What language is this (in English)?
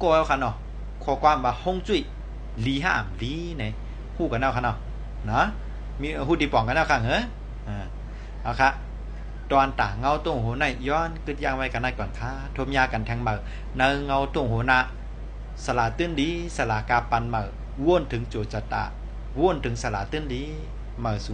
Shan